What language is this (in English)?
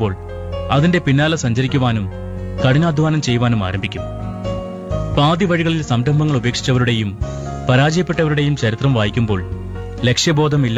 Malayalam